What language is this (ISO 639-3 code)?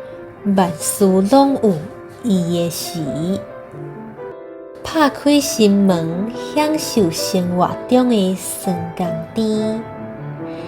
nan